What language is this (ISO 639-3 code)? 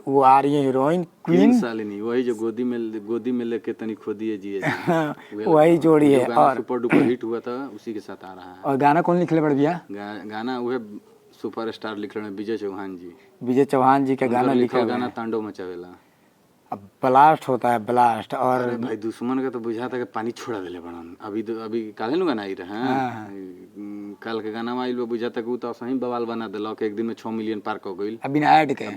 bho